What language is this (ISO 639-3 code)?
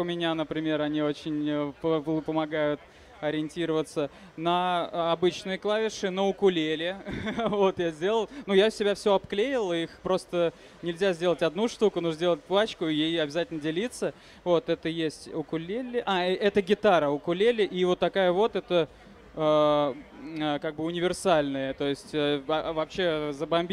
rus